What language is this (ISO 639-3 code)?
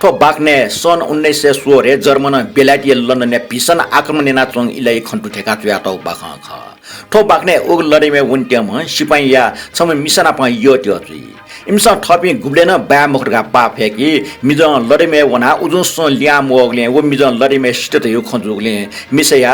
new